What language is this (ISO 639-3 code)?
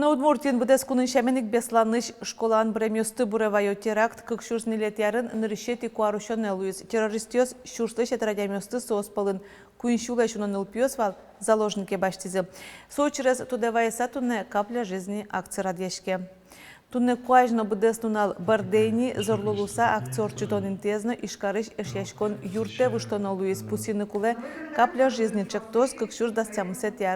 udm